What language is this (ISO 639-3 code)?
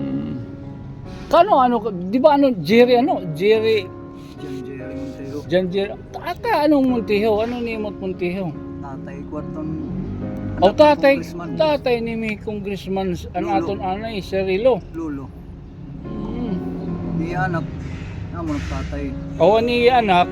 war